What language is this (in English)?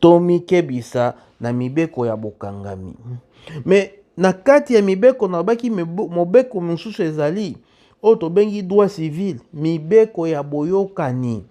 Lingala